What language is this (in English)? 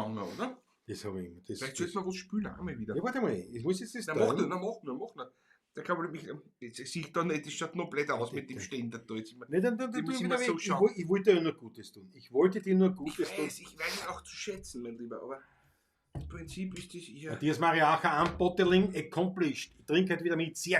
Bavarian